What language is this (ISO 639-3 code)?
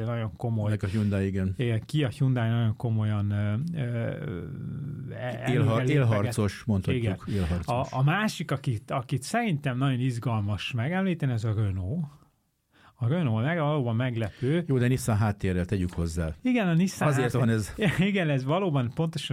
hun